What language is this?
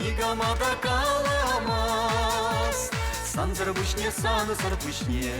Chuvash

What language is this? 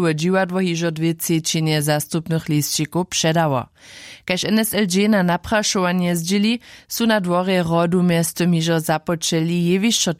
Upper Sorbian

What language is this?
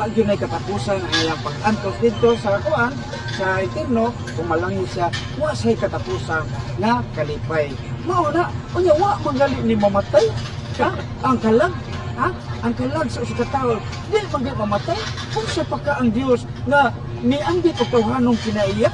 Cebuano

